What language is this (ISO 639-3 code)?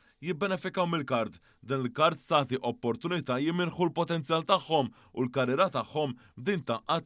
mlt